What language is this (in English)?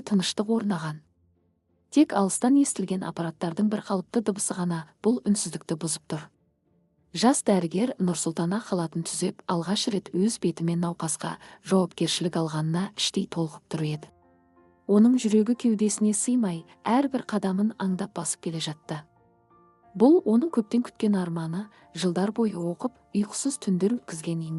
Kazakh